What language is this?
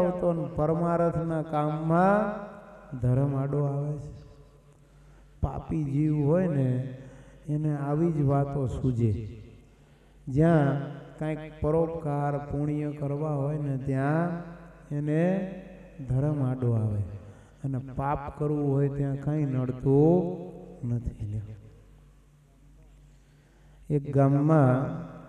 Gujarati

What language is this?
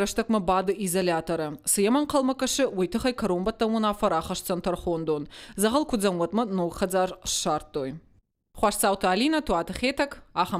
Ossetic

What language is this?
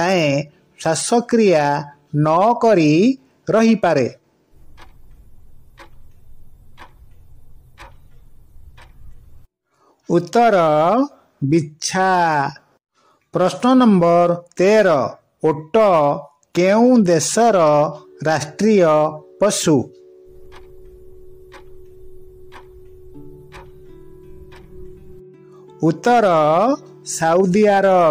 Odia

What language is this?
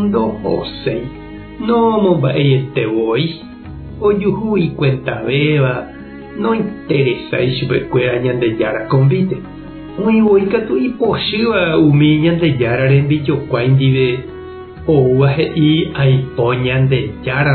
Guarani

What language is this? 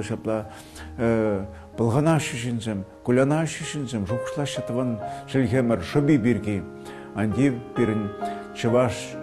Chuvash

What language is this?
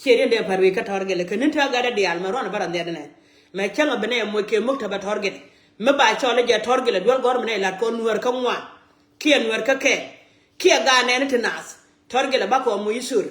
Nuer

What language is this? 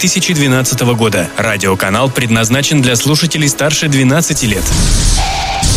Russian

